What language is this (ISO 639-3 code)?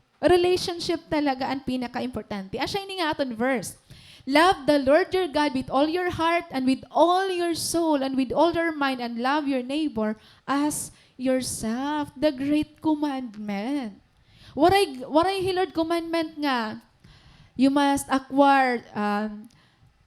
war